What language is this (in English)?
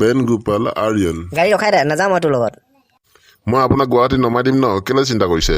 Assamese